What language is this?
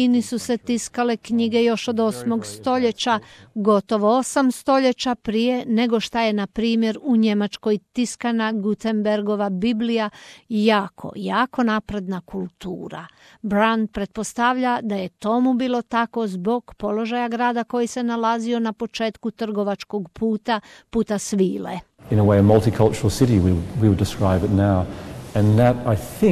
Croatian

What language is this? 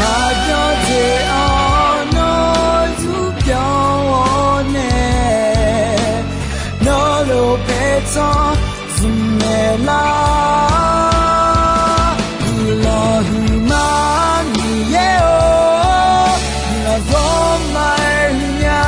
Akha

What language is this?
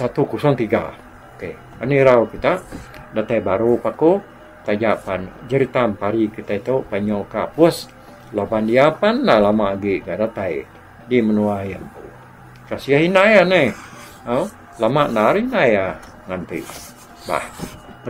Iban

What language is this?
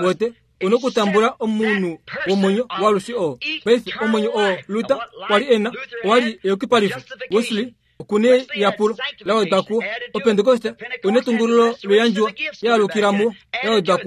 Kuanyama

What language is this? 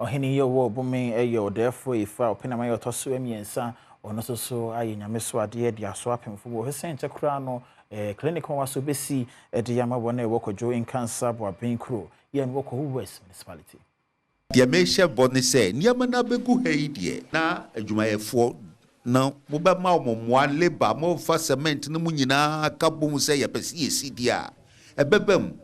Akan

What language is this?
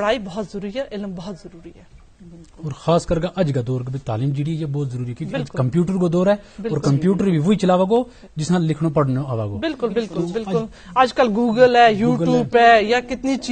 Gujari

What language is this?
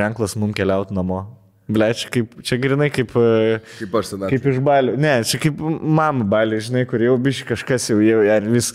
Lithuanian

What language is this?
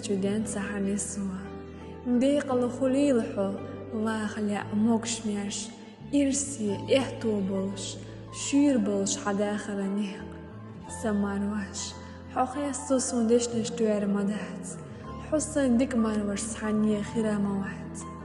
Chechen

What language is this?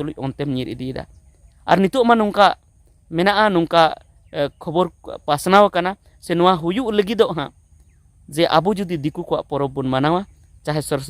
Santali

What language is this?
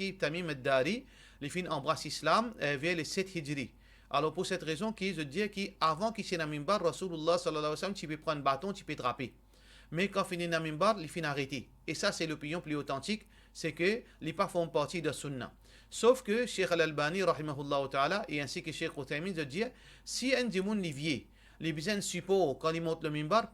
Morisyen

